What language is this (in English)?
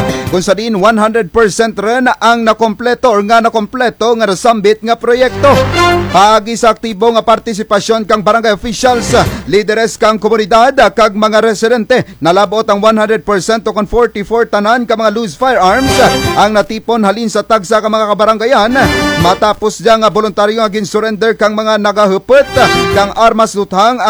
Kinaray-a